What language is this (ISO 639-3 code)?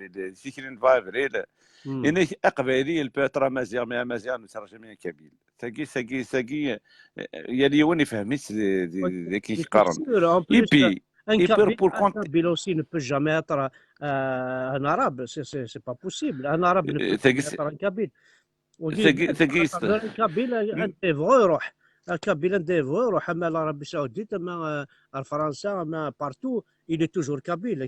kab